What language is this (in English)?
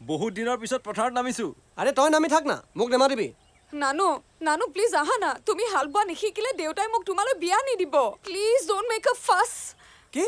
Assamese